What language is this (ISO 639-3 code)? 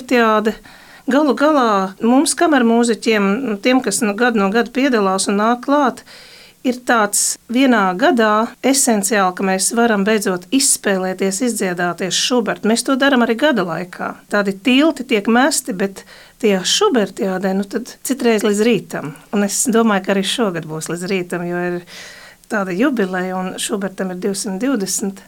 lav